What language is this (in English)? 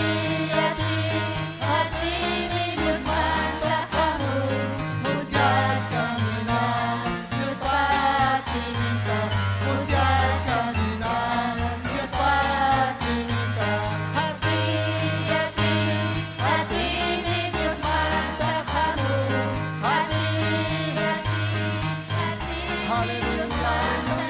Ayacucho Quechua